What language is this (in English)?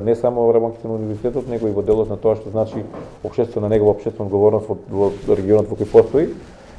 Macedonian